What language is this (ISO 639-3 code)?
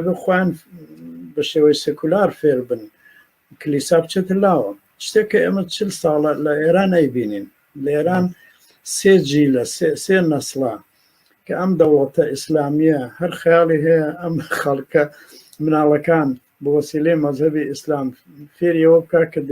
ckb